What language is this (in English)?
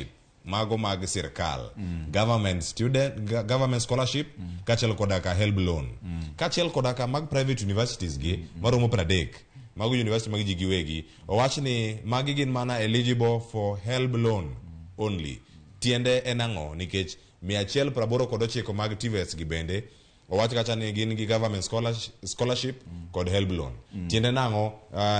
Luo (Kenya and Tanzania)